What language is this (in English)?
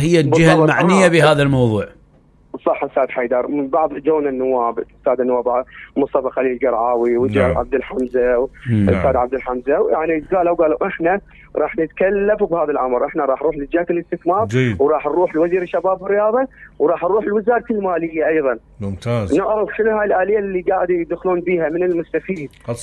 Mesopotamian Arabic